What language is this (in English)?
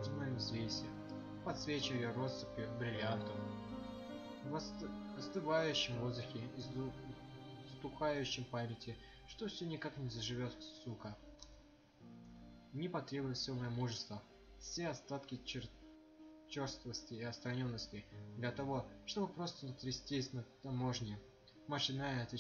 Russian